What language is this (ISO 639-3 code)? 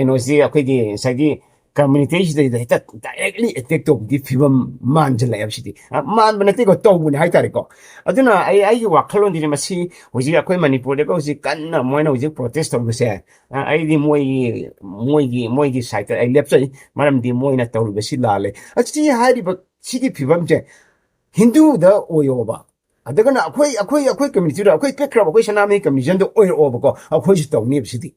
mni